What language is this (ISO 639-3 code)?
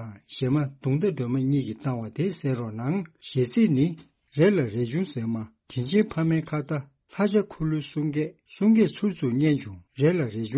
bod